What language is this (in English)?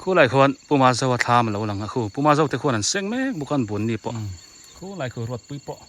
Biete